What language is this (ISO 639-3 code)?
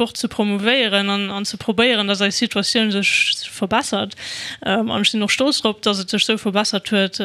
ltz